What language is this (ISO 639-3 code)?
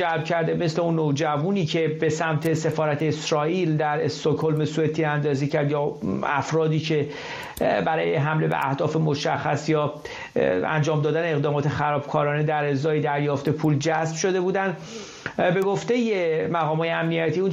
fas